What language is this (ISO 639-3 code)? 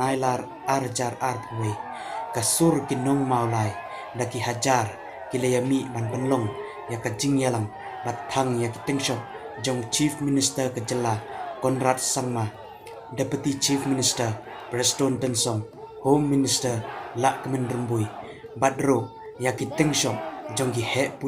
kha